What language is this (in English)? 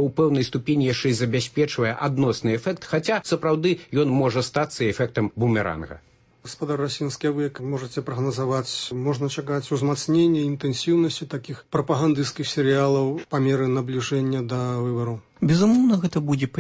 Belarusian